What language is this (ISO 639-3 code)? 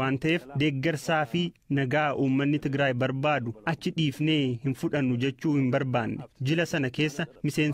orm